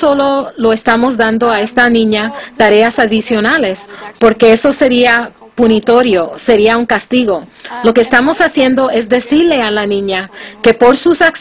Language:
Spanish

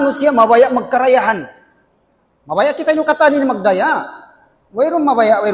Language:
Tausug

